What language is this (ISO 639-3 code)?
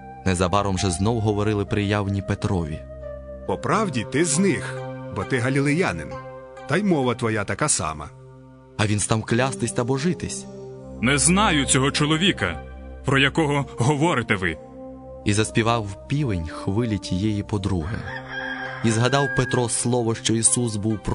ukr